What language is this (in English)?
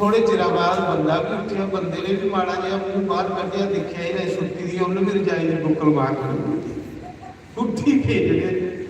Dogri